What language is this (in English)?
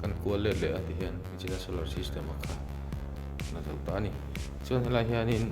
Mizo